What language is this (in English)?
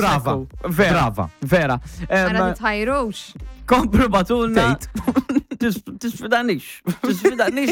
Maltese